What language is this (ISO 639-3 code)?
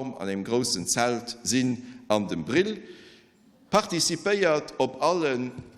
ltz